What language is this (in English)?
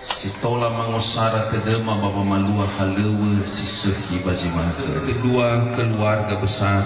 Nias